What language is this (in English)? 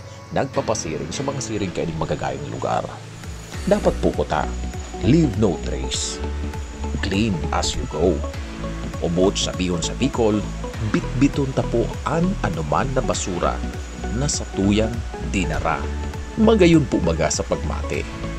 Bikol